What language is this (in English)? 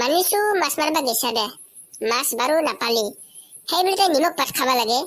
Assamese